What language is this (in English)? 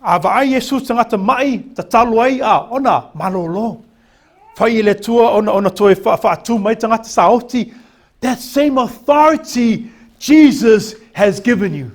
Samoan